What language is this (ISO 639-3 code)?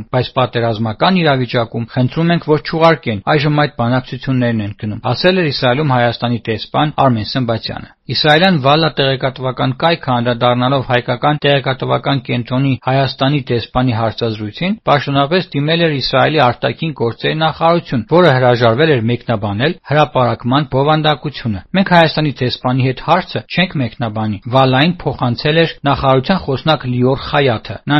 hye